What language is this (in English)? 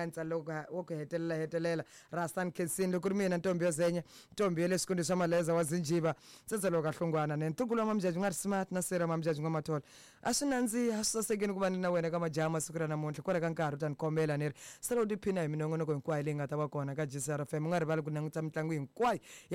Tsonga